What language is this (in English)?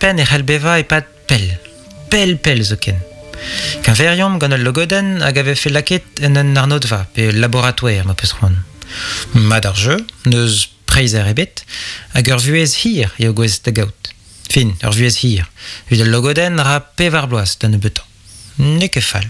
Breton